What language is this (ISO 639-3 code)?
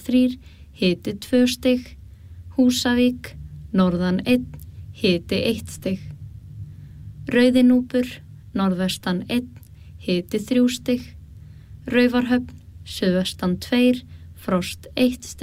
isl